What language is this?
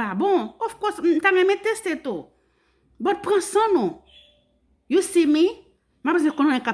Haitian Creole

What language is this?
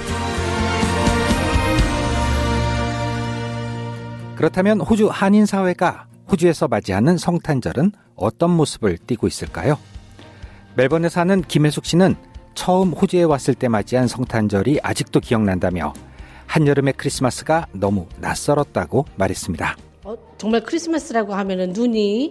Korean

